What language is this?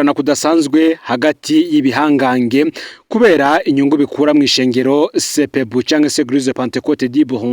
Rundi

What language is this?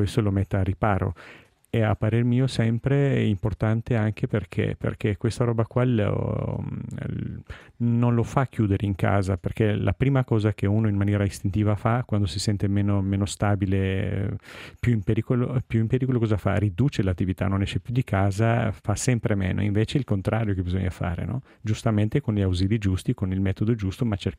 Italian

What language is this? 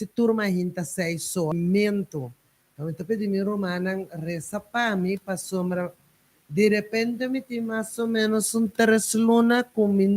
Papiamento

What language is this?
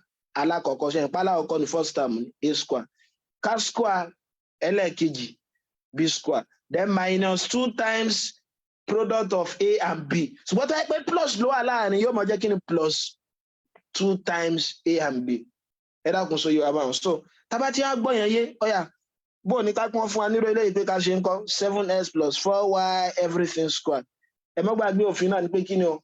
Yoruba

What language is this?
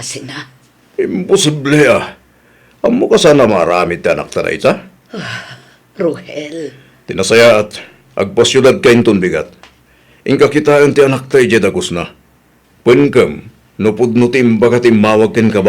Iloko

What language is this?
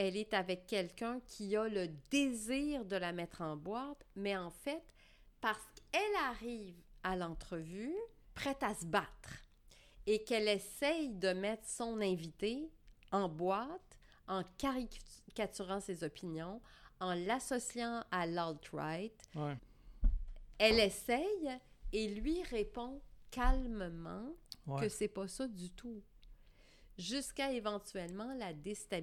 French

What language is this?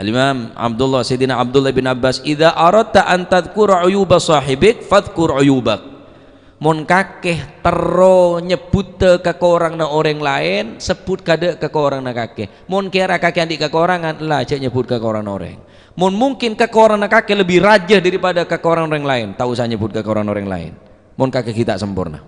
Madurese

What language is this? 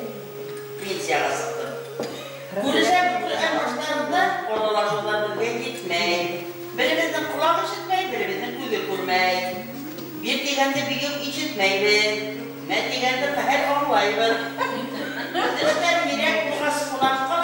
Bashkir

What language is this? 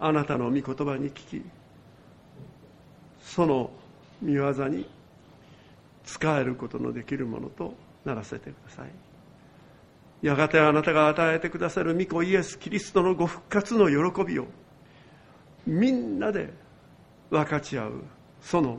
Japanese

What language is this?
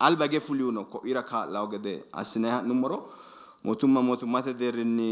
Sidamo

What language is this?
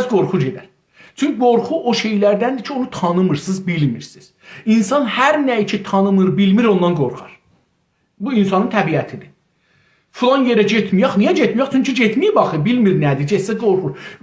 South Azerbaijani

